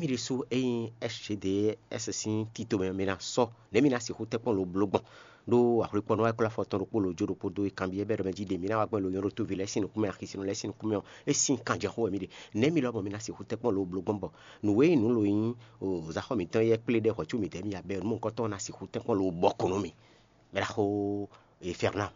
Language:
Fon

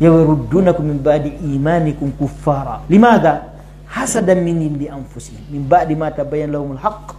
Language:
Pular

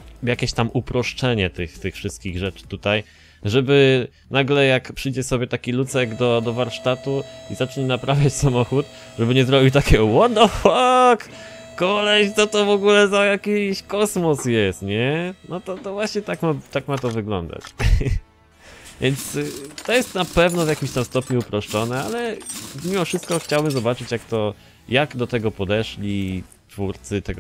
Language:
Polish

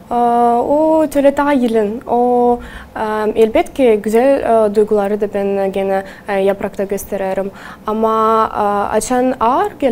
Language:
Gagauz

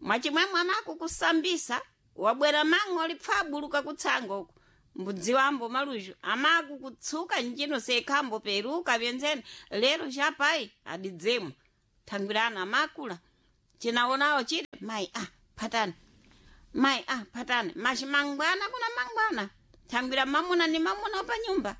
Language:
Sena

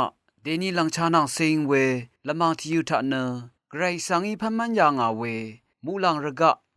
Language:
Rawang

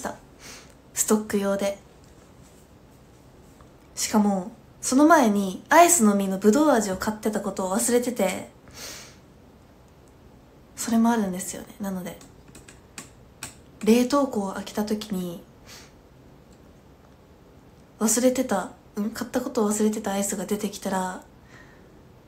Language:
Japanese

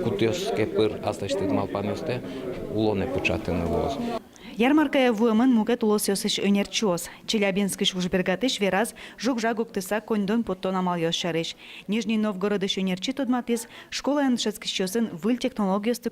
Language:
Udmurt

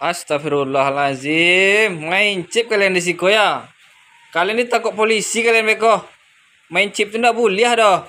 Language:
Minangkabau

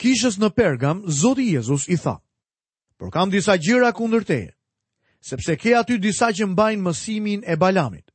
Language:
Albanian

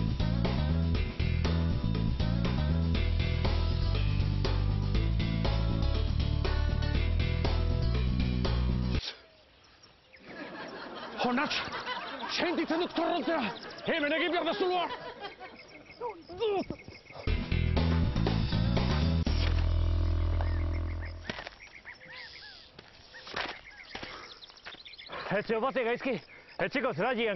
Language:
Basque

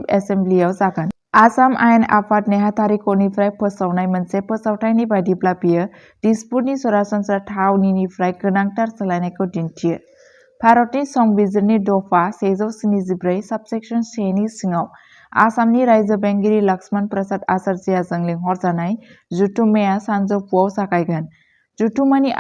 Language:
Bodo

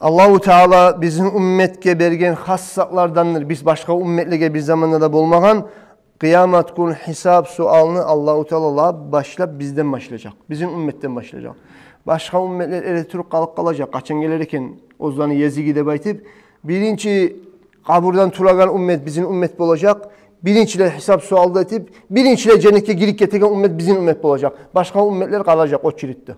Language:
Kumyk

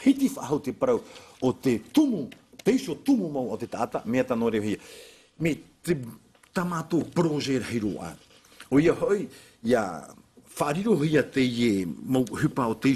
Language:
Tahitian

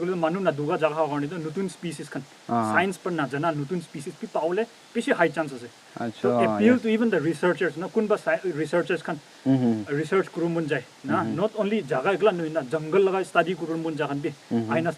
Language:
Naga Pidgin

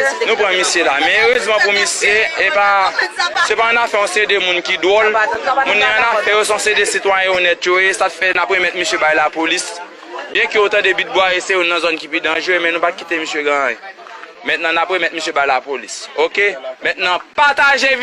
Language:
Haitian Creole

